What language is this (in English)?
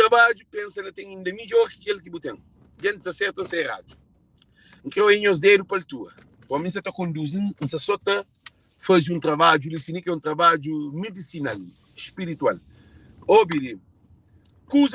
Kabuverdianu